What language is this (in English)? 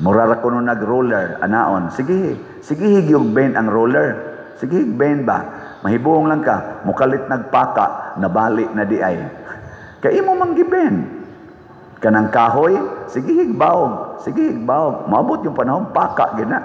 Cebuano